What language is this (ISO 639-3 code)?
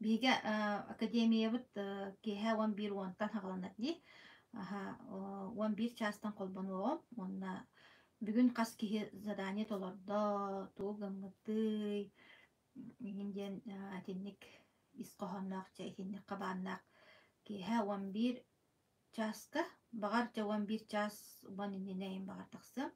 sah